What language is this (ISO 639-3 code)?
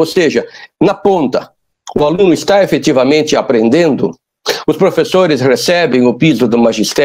por